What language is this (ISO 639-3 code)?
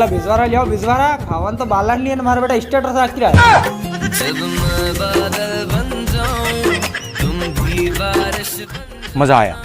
raj